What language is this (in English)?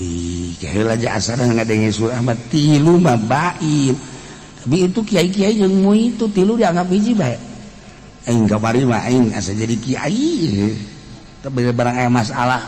Sundanese